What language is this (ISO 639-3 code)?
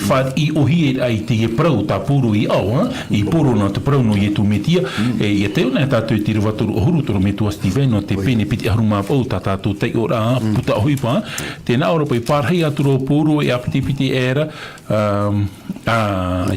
tah